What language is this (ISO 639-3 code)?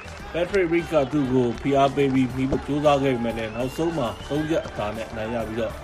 mya